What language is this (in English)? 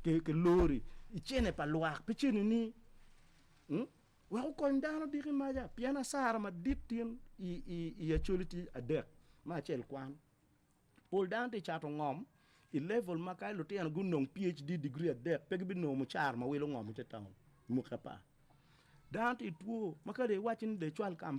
Acoli